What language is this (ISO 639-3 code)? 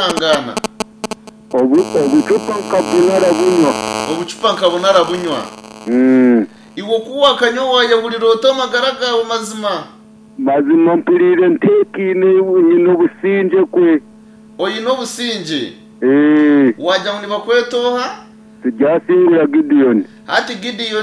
nyn